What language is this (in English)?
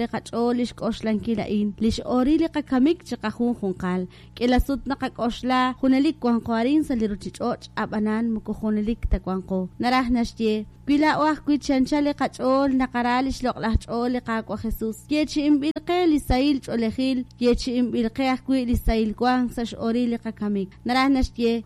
Kekchí